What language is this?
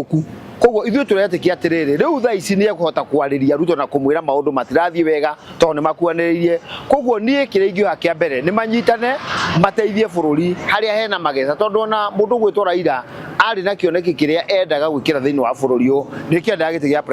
Kikuyu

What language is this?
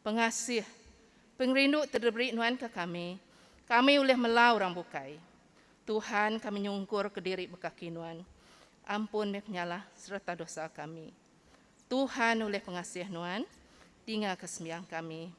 Iban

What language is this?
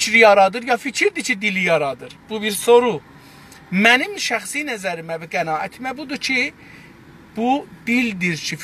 South Azerbaijani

